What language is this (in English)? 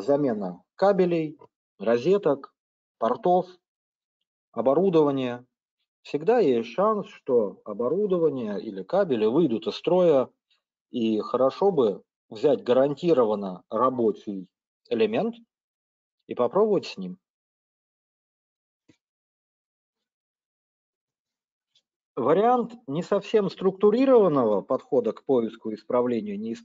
Russian